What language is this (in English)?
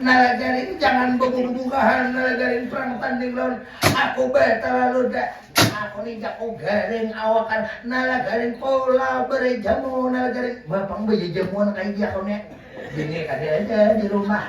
Banjar